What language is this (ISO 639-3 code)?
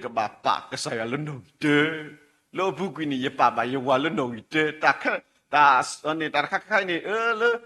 ksw